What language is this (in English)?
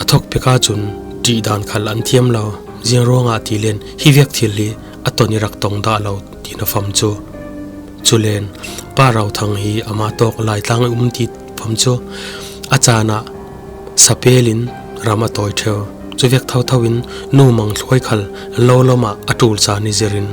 Falam Chin